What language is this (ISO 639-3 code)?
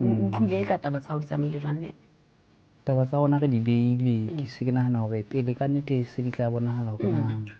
sot